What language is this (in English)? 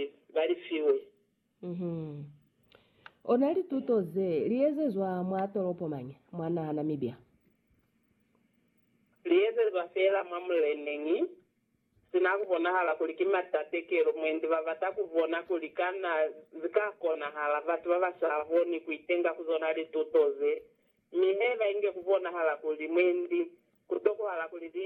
Lozi